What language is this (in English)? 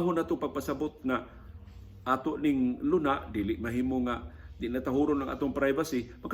Cebuano